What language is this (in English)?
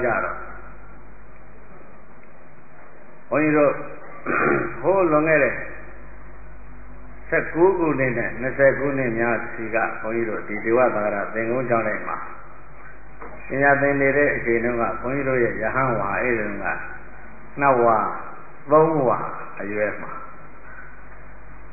Burmese